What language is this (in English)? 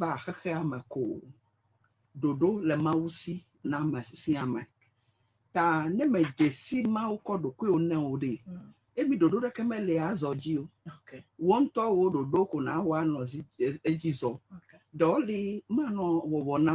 Ewe